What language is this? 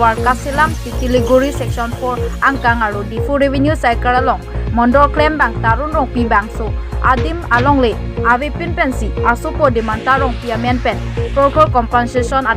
Karbi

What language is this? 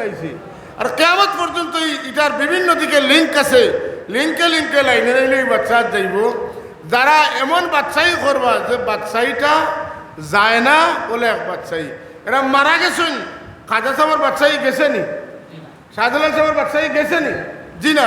Sylheti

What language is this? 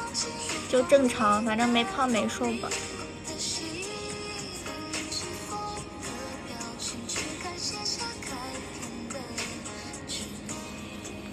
Chinese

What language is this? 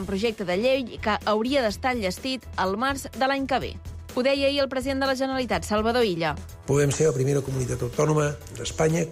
Catalan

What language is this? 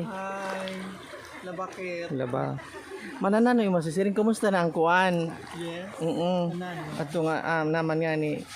Waray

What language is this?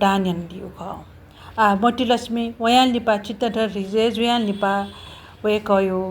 Newari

